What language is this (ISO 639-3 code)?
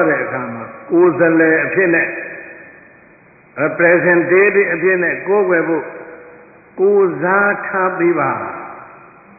mya